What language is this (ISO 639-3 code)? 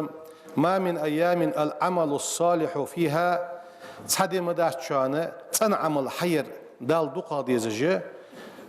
inh